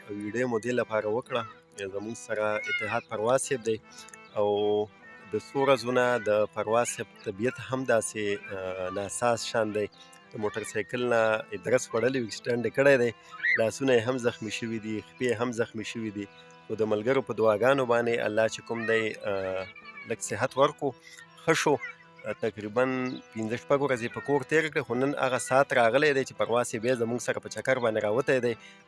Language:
Pashto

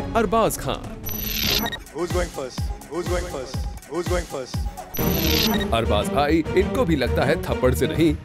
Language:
Hindi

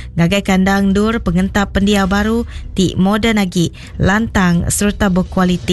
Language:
Iban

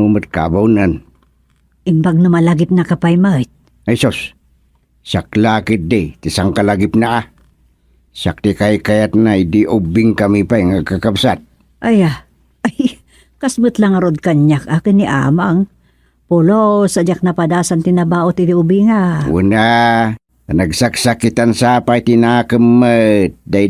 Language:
Iloko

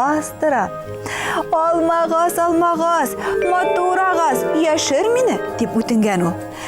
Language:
Bashkir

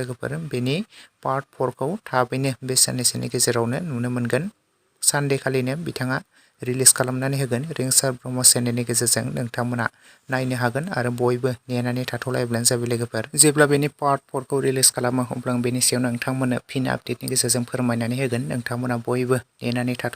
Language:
Bodo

